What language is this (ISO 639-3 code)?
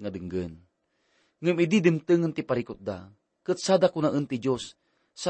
ilo